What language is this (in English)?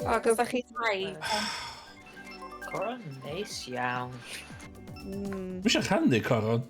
Welsh